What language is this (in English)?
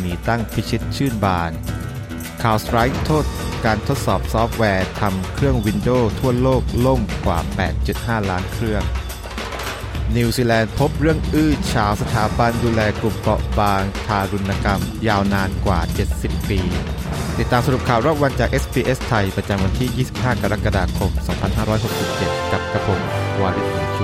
Thai